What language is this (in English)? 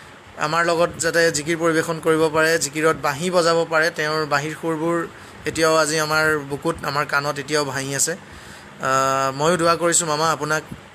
Assamese